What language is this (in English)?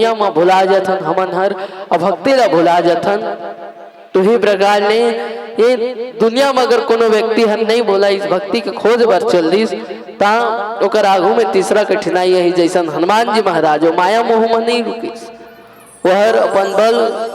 Chhattisgarhi